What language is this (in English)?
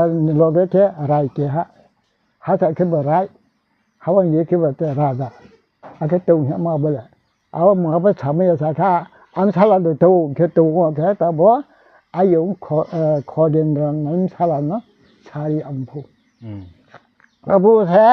Riang (India)